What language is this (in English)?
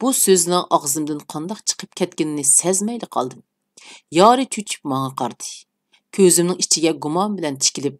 Uyghur